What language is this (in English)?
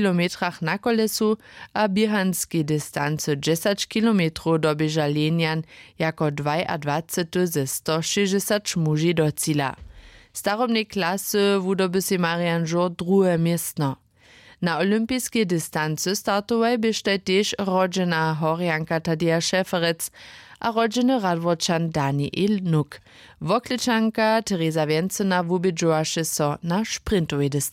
Upper Sorbian